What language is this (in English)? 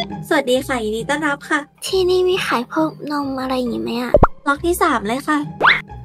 Thai